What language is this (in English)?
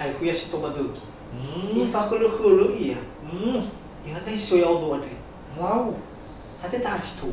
Nias